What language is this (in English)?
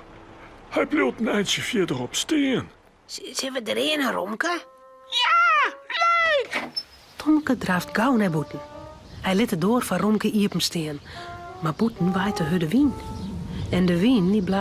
Western Frisian